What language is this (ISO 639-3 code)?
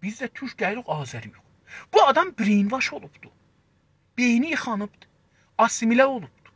azb